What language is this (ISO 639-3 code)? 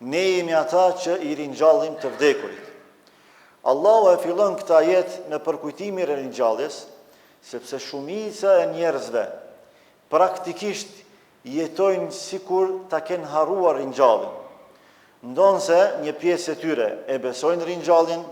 sqi